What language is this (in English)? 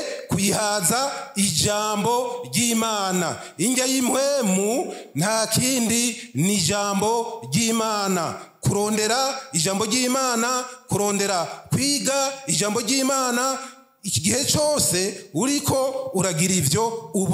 Rundi